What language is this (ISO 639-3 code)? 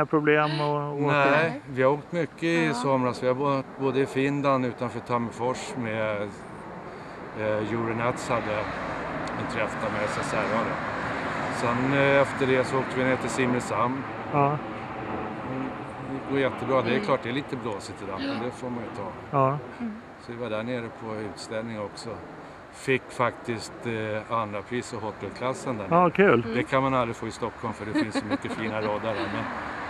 swe